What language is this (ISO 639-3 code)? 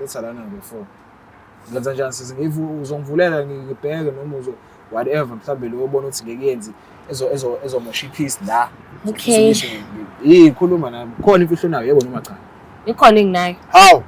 zul